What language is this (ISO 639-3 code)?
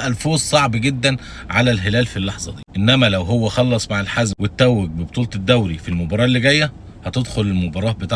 arz